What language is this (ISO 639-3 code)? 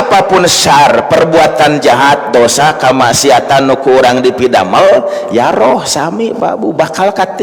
sun